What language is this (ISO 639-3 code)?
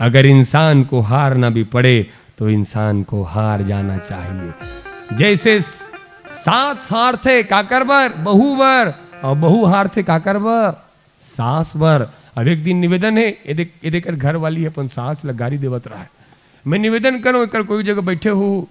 hne